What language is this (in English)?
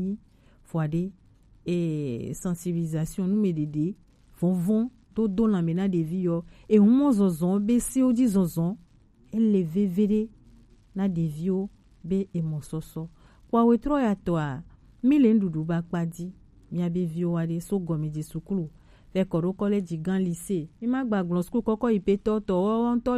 Gen